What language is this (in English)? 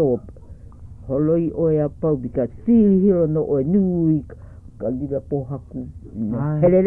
Hawaiian